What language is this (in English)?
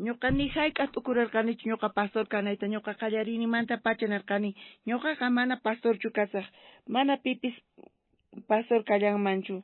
South Bolivian Quechua